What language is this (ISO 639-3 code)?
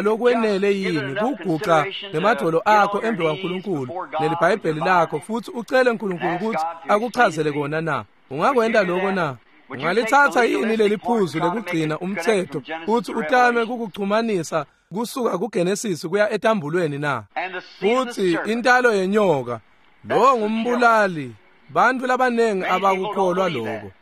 ssw